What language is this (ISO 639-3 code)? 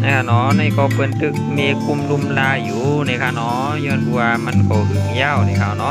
shn